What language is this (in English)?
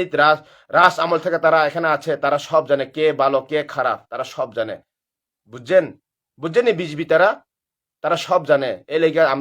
Kok Borok